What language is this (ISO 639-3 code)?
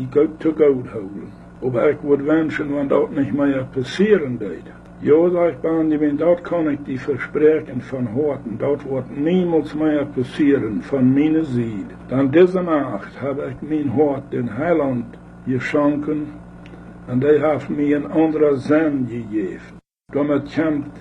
pdt